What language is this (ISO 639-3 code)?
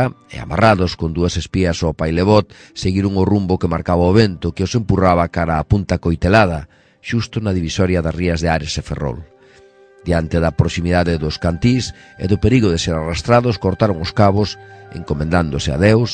glg